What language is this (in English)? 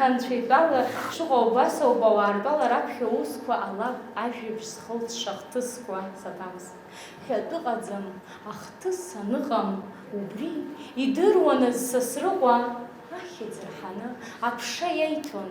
Abkhazian